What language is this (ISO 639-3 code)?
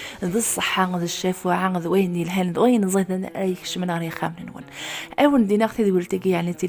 kab